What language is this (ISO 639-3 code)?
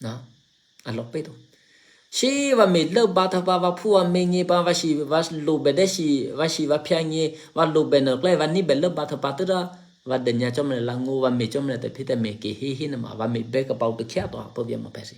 eky